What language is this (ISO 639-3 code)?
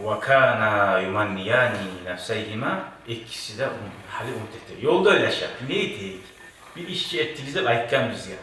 kum